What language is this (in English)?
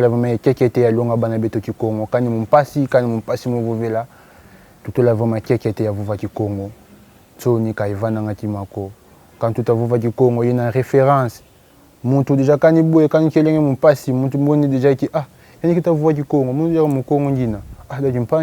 Kongo